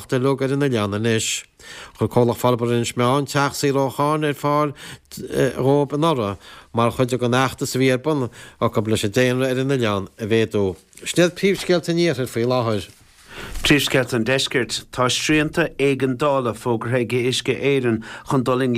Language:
Irish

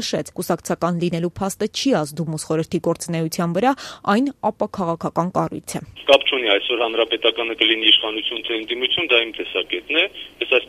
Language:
Armenian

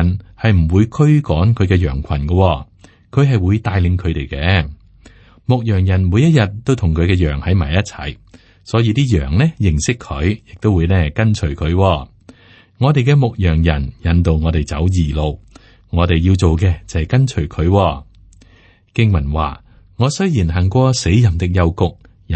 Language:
Cantonese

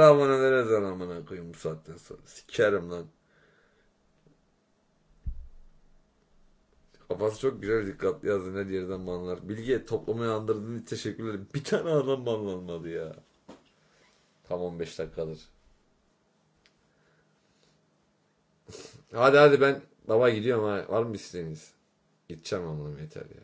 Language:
Turkish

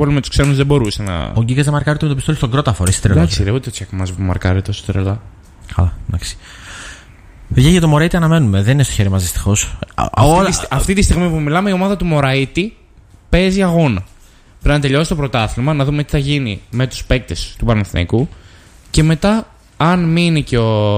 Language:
Greek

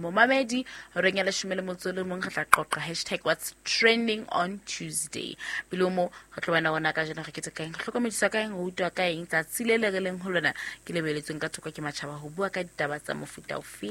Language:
Southern Sotho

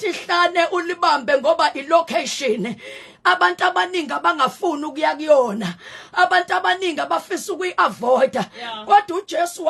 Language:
Zulu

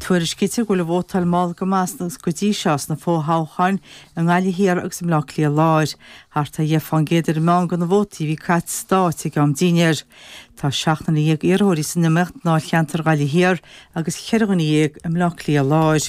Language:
Irish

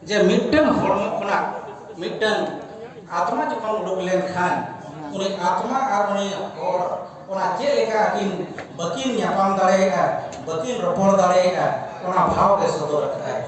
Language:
Santali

